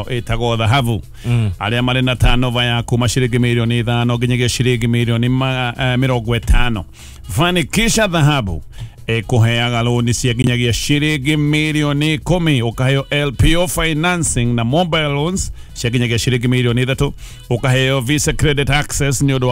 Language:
Kikuyu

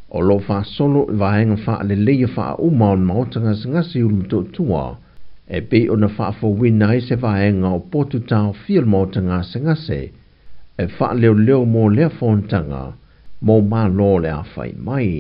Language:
Samoan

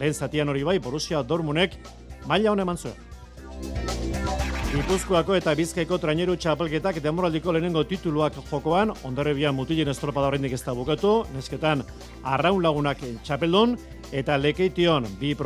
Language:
Basque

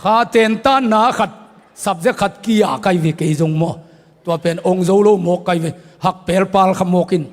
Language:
Tedim Chin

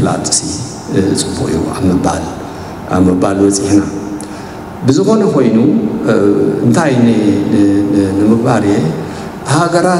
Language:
Tigrinya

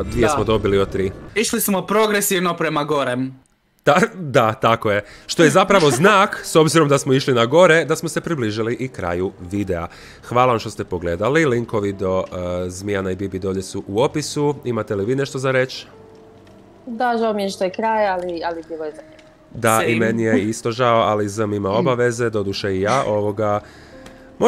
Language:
Croatian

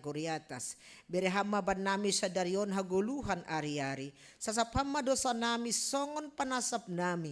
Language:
Batak Simalungun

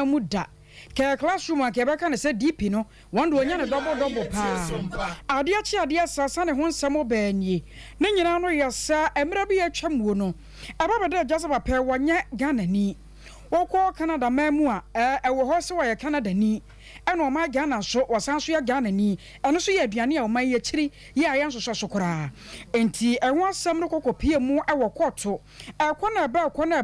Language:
Akan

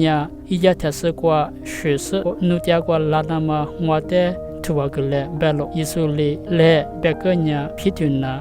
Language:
Lisu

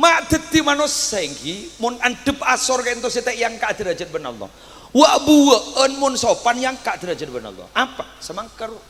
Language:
Madurese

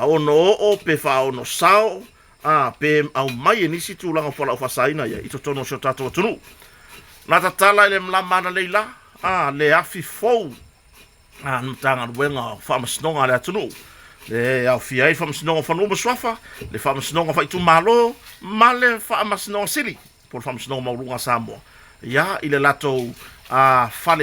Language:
Samoan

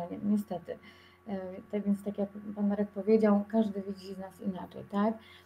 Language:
Polish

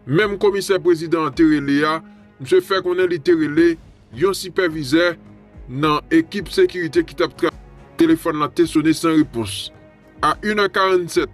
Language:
Haitian Creole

